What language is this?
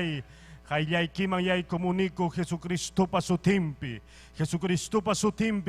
Ayacucho Quechua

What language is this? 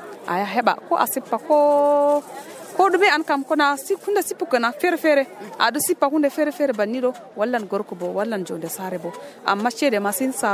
Nigerian Fulfulde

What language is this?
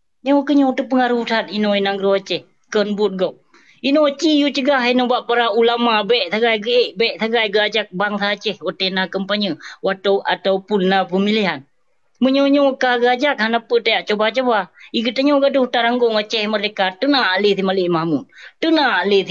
Achinese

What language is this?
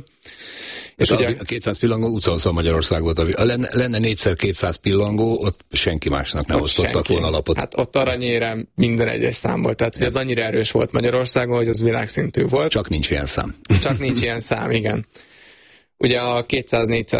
Hungarian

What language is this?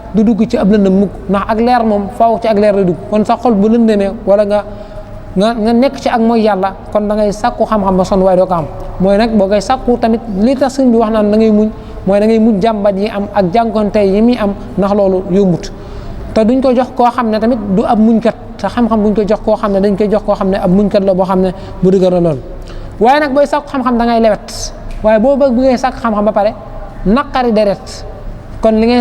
Wolof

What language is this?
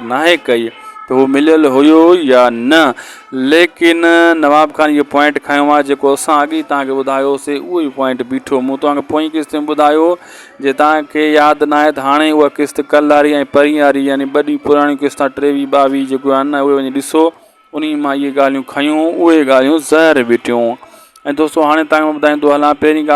Sindhi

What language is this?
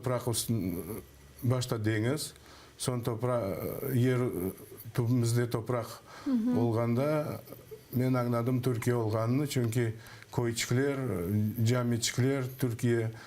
Crimean Tatar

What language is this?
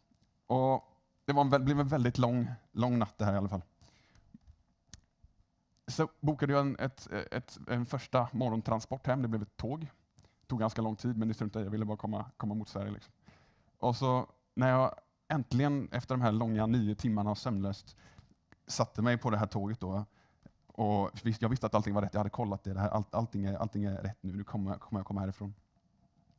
Swedish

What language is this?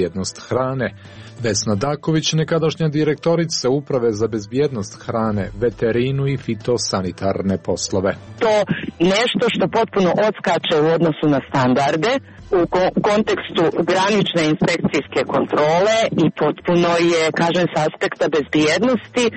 Serbian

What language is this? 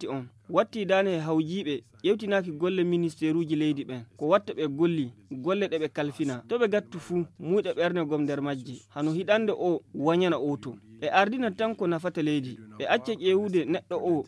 Fula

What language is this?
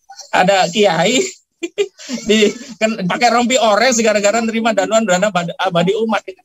Indonesian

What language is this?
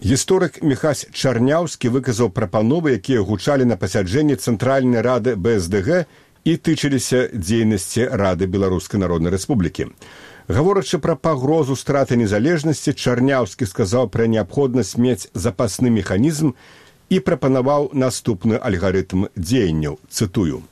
Belarusian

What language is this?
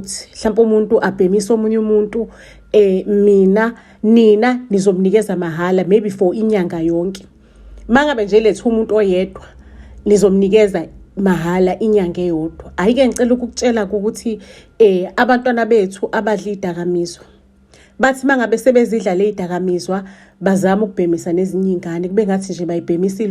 Zulu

